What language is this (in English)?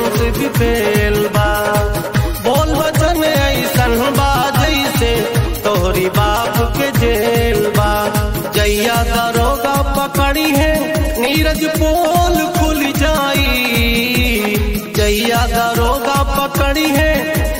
Bhojpuri